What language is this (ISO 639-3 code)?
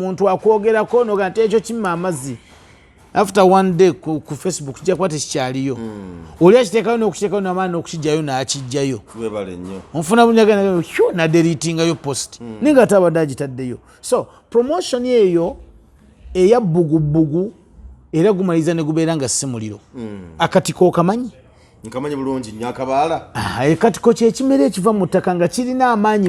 lug